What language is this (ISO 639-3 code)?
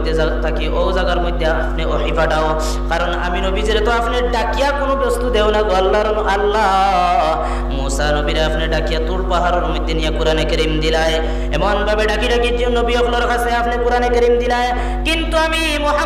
syl